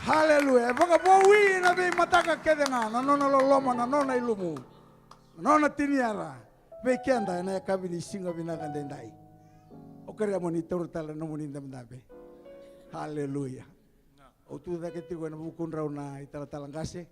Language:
Fijian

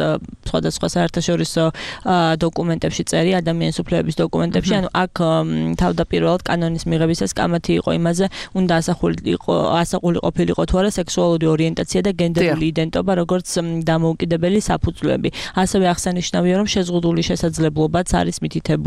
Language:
Georgian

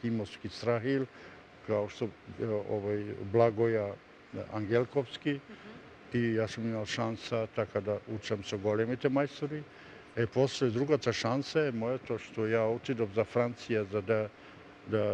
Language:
Macedonian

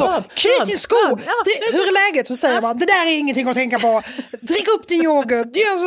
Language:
Swedish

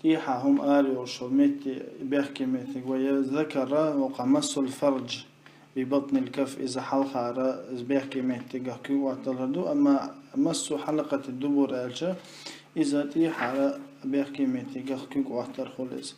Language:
Chechen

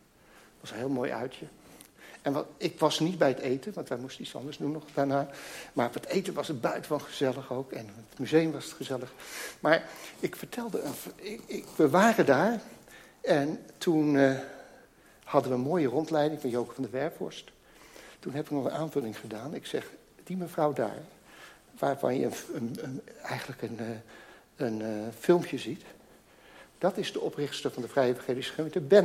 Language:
Dutch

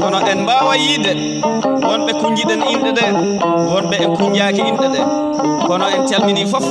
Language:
Fula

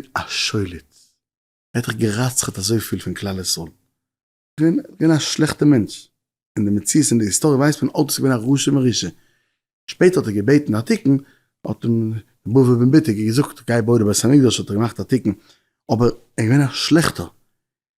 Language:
Yiddish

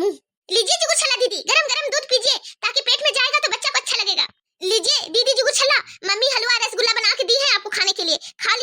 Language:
Bhojpuri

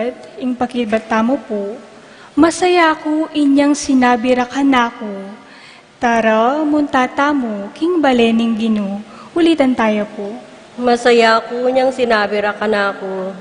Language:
Pampanga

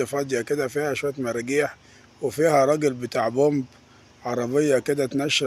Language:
Egyptian Arabic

